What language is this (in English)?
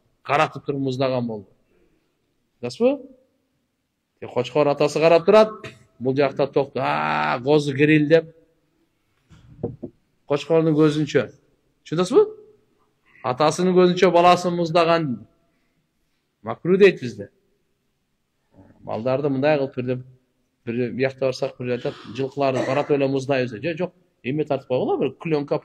Kyrgyz